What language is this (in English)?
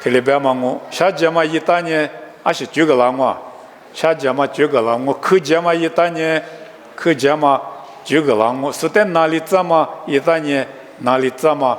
Lisu